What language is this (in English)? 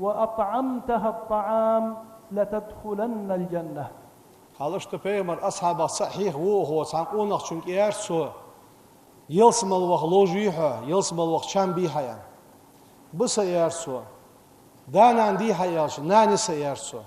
Ingush